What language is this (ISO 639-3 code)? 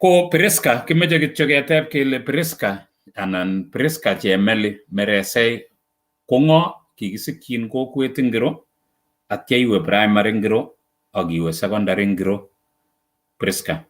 kln